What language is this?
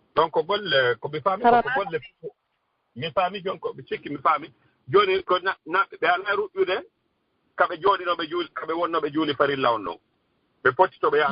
Fula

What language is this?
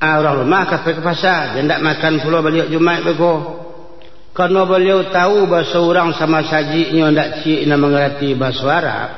Minangkabau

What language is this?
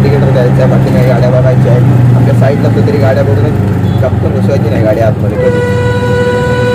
Marathi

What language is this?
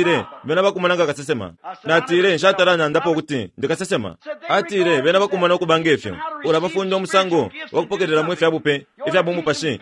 Bemba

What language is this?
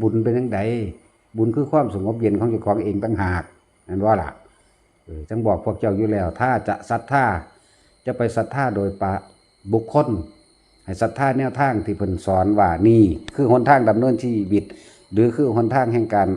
Lao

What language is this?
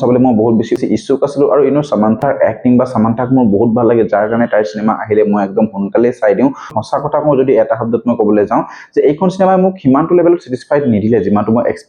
Assamese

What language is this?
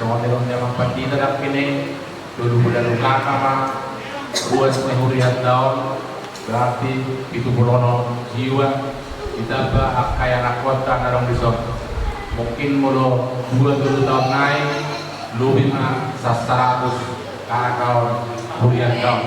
Batak Toba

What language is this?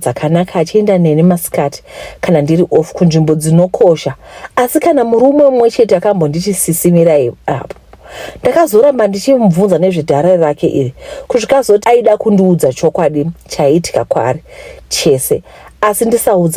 Shona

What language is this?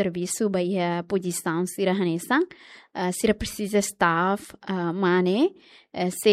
Tetum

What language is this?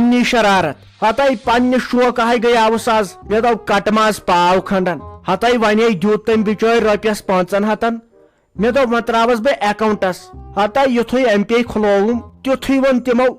Kashmiri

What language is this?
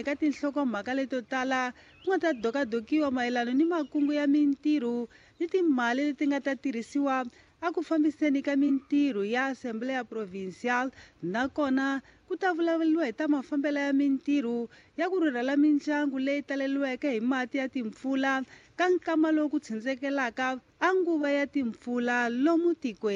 Tsonga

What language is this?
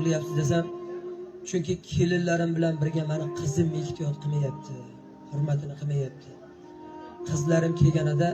Uzbek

